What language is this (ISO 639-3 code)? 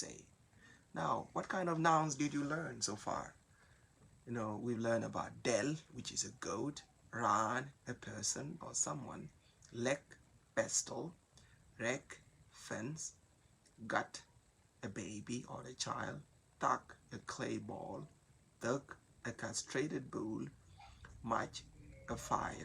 nus